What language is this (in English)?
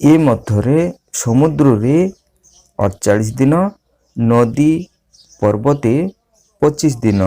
Odia